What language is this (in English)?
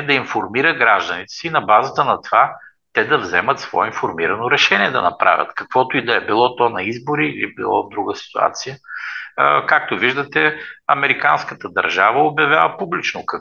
Bulgarian